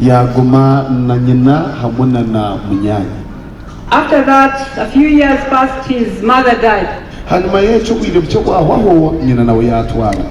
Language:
Nyankole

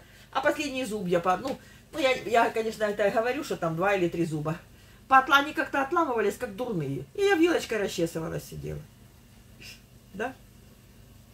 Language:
Russian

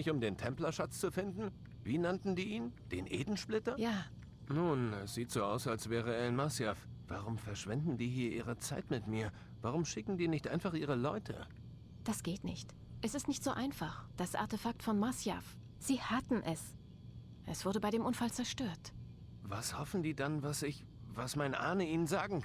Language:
Bavarian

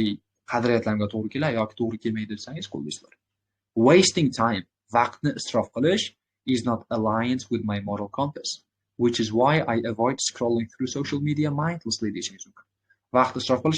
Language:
Uzbek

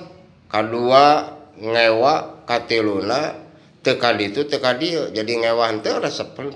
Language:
Sundanese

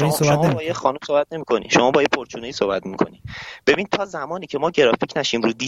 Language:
Persian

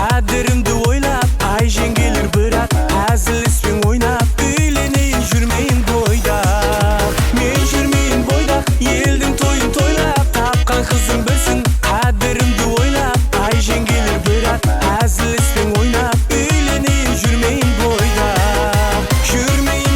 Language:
Kara-Kalpak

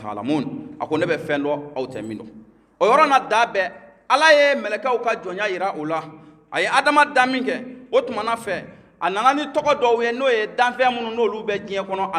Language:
Bambara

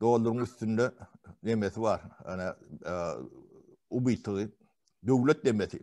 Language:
Turkmen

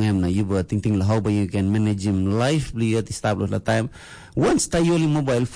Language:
Tok Pisin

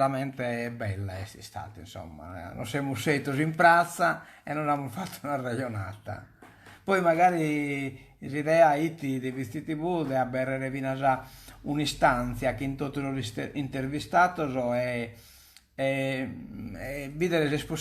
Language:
Sardinian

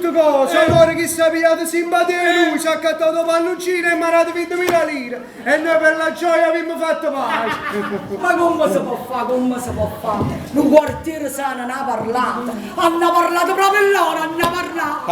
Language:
Neapolitan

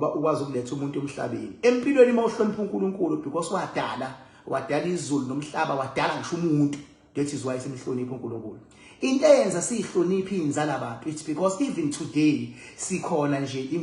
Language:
Zulu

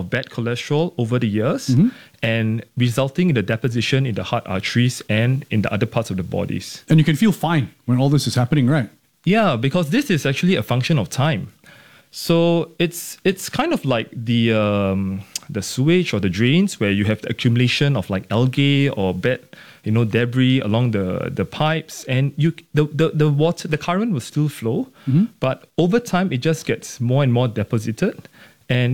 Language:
English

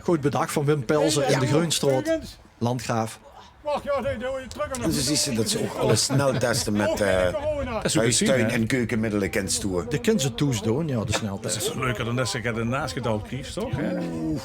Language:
Limburgish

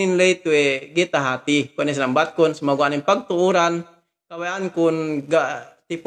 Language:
Yakan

